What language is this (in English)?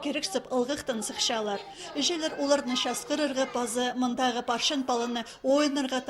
Khakas